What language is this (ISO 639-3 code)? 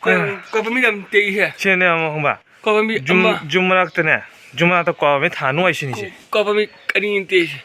mni